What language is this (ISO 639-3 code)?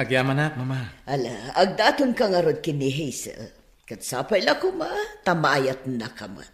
ilo